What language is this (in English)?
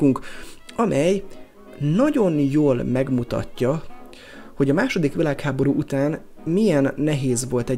Hungarian